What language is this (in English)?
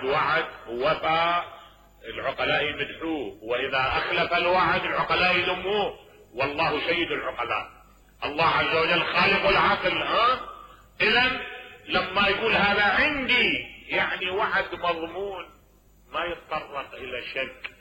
Mesopotamian Arabic